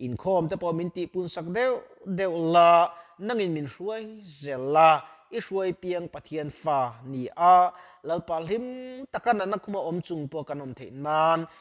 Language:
Mizo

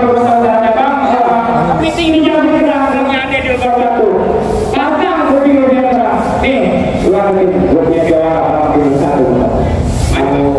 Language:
Betawi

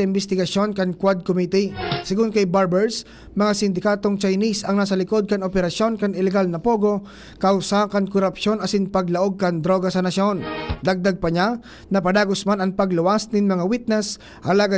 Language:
Bikol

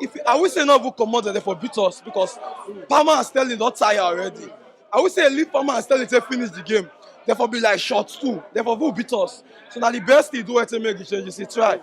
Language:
Nigerian Pidgin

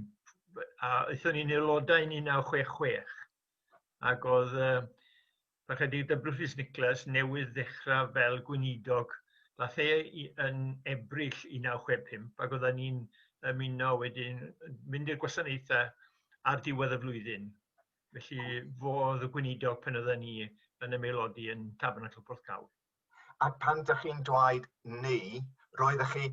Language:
Welsh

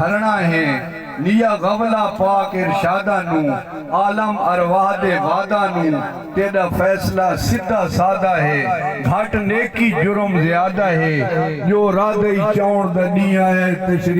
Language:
Saraiki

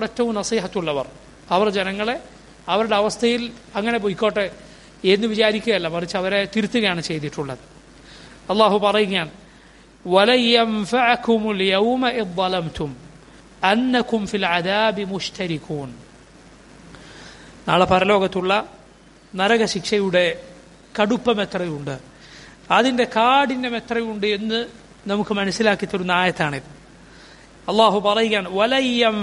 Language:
Malayalam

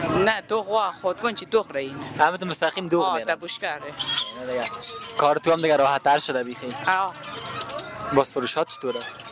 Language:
Persian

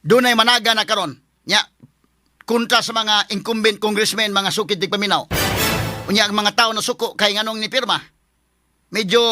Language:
Cebuano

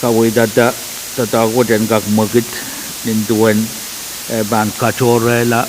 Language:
Pohnpeian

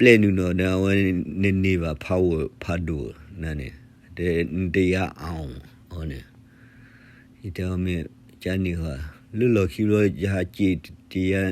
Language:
S'gaw Karen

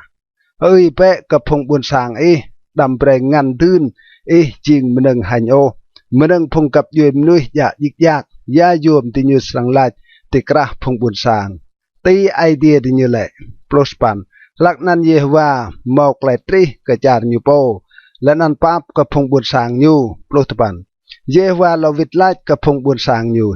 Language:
Rade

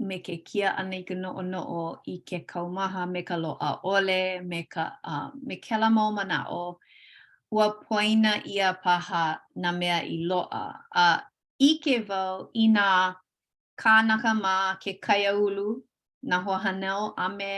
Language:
Hawaiian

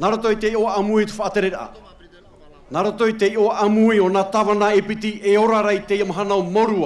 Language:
Tahitian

